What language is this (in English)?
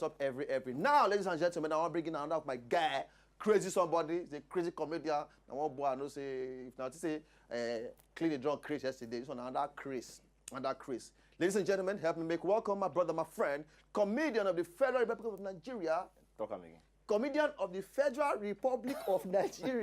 Nigerian Pidgin